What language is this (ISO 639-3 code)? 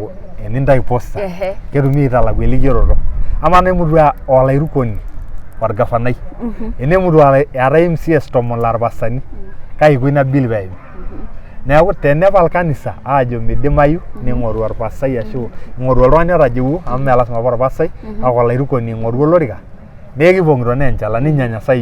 mas